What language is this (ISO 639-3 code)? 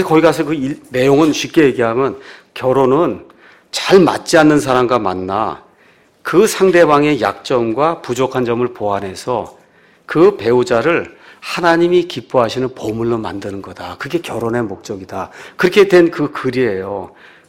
kor